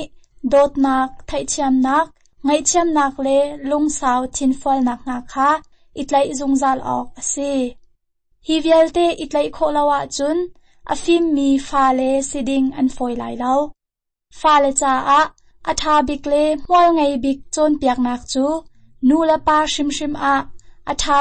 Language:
Hakha Chin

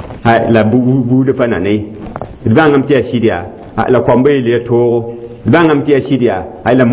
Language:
Mossi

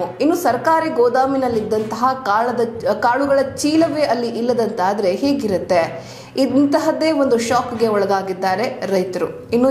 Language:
Kannada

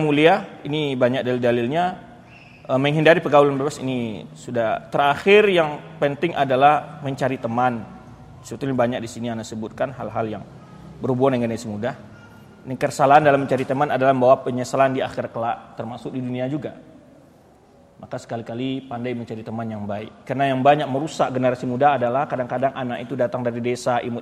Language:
Indonesian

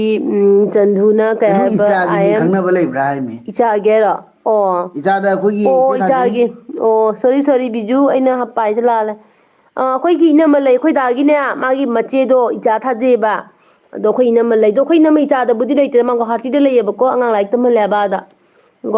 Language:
Manipuri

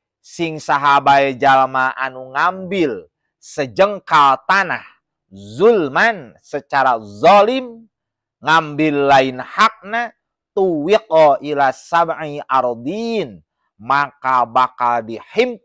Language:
Sundanese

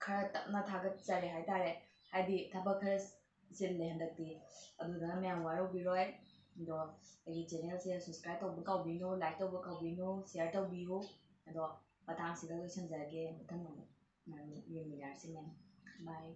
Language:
Manipuri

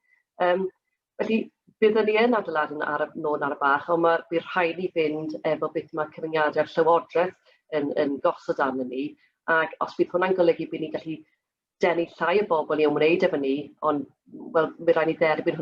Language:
Welsh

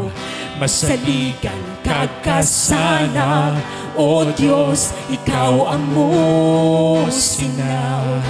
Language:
Hiligaynon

